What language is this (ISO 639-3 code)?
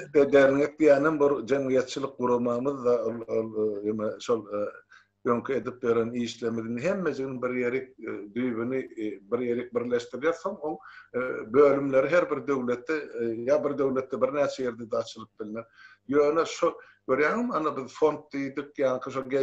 tuk